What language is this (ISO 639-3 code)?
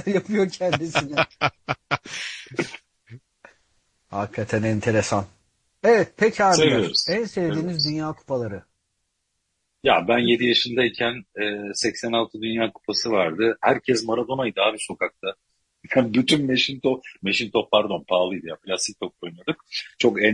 tur